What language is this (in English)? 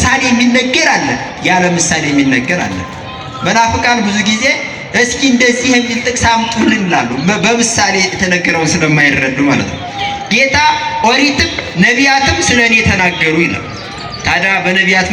Amharic